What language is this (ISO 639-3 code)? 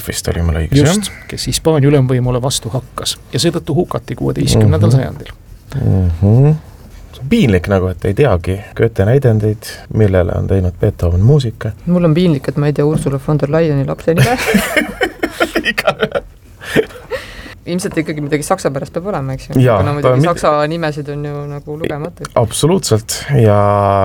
est